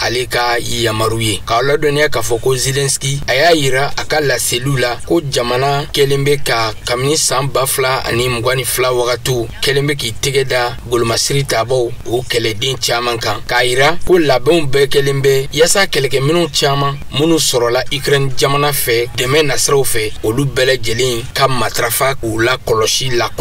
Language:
Bambara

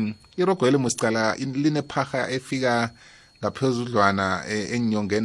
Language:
South Ndebele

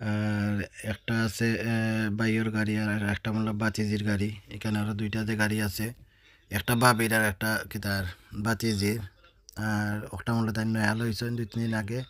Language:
Sylheti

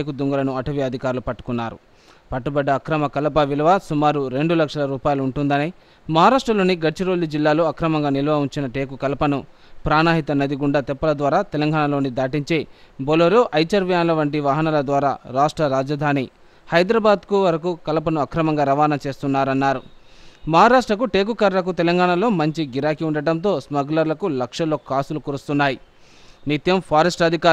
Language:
Telugu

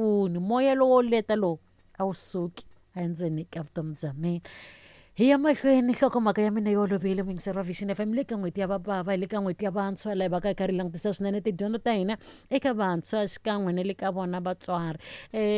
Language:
Tsonga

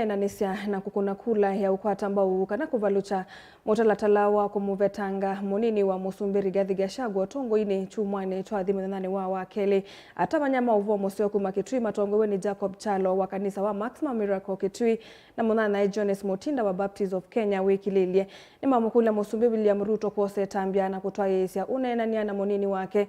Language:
Kamba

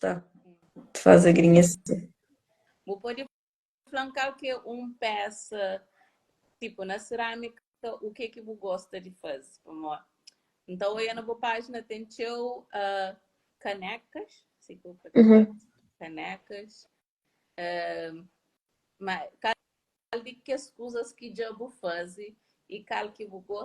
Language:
Kabuverdianu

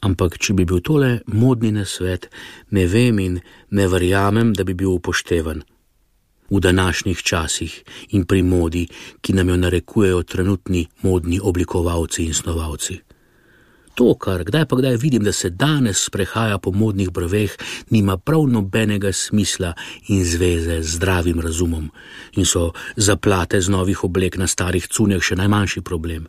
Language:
Slovenian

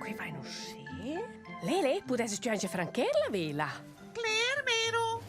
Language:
Romansh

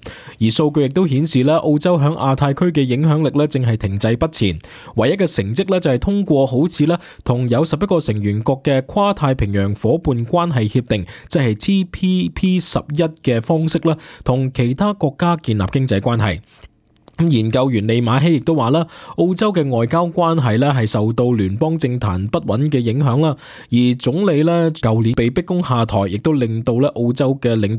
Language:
Cantonese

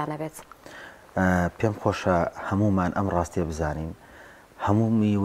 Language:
Central Kurdish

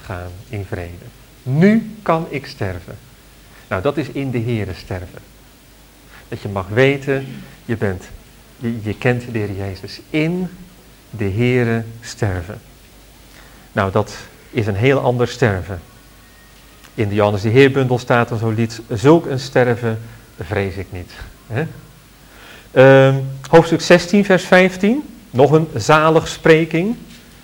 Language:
Dutch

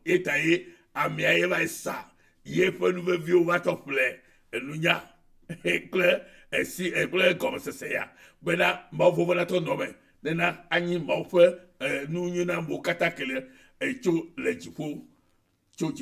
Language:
Ewe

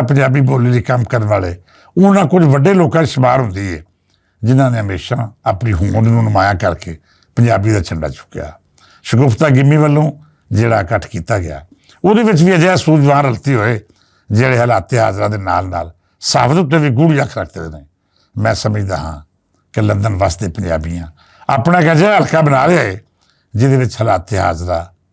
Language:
Western Panjabi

